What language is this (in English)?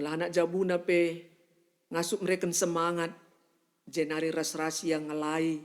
Batak Karo